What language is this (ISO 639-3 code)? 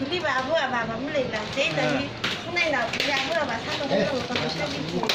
nmf